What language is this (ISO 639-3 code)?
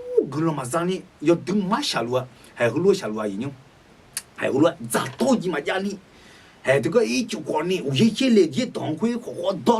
ahk